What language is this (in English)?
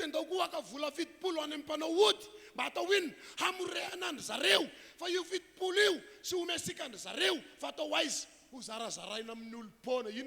Malagasy